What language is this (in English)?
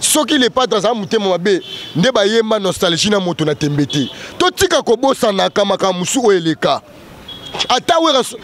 Lingala